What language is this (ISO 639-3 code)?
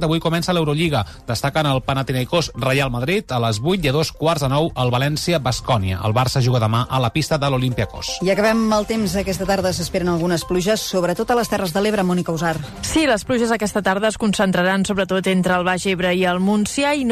cat